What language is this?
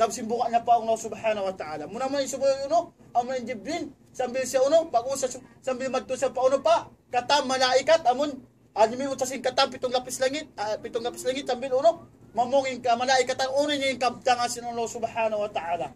Tausug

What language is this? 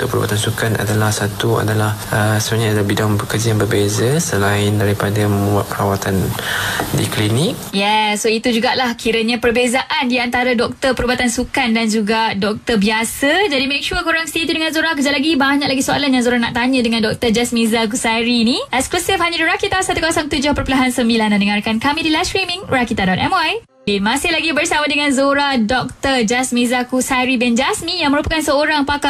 Malay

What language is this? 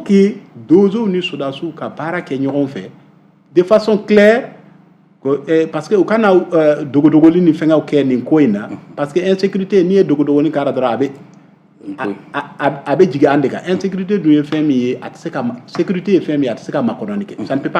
Bambara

